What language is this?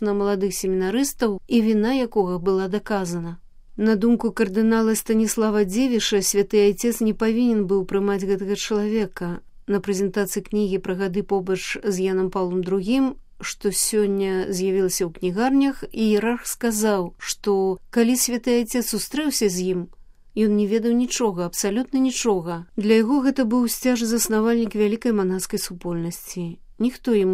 Belarusian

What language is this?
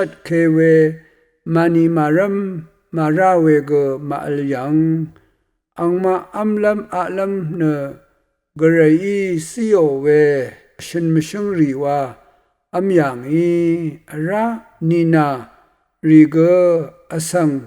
Rawang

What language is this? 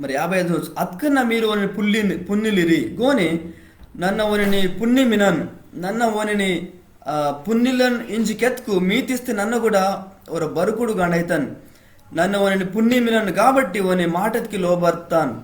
Koya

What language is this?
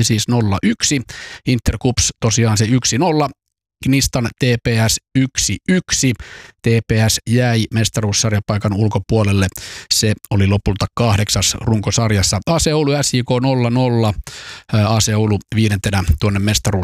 Finnish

